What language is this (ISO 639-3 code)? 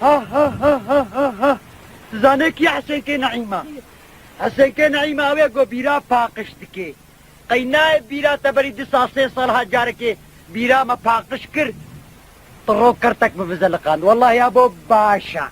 kur